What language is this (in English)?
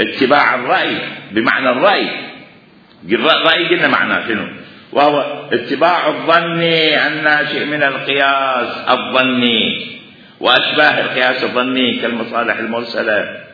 Mesopotamian Arabic